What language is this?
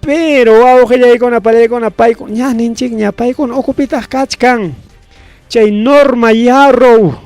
Ayacucho Quechua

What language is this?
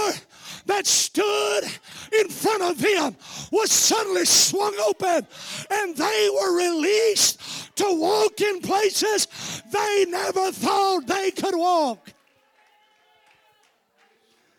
English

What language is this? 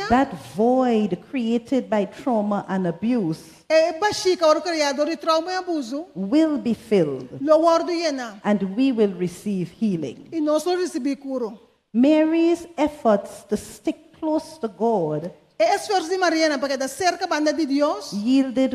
Papiamento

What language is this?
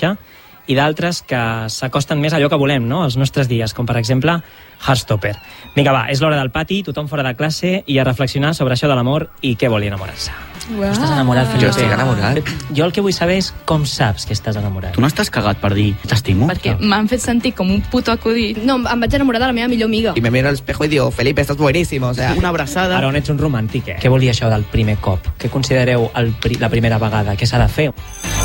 Catalan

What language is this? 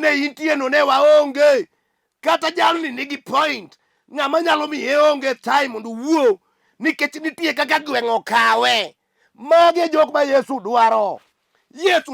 Luo (Kenya and Tanzania)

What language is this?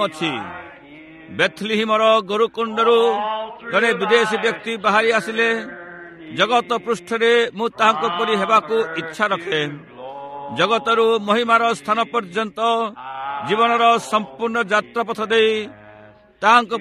Odia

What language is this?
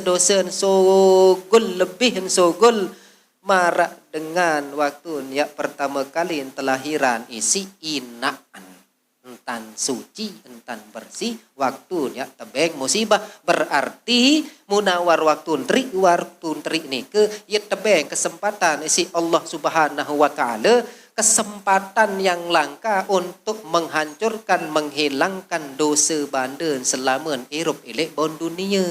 Sasak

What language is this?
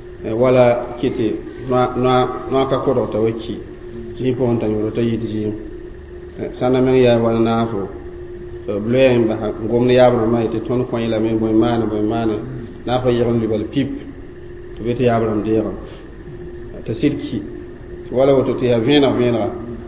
Mossi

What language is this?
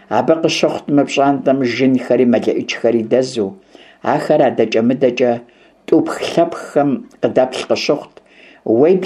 Kabardian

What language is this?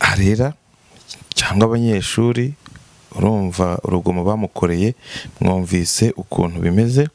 Kinyarwanda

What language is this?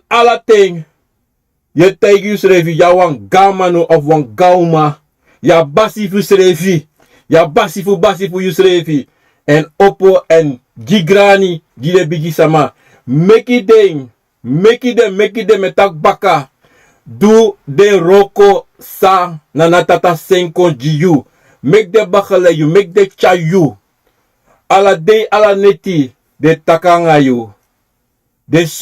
Sranan Tongo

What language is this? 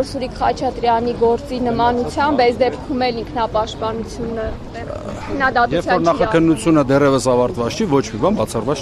Armenian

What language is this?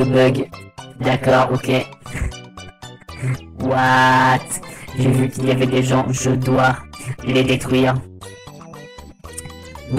French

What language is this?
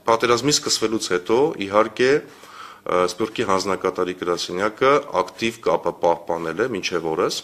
Armenian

